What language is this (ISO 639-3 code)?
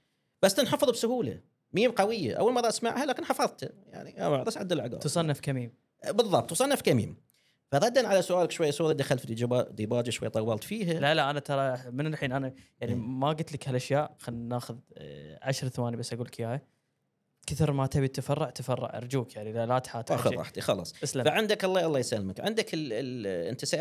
afb